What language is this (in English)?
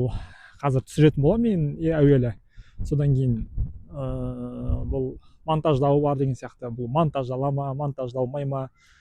Kazakh